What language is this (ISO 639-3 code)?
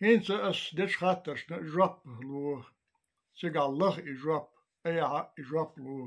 che